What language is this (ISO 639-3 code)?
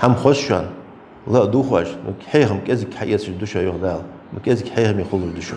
inh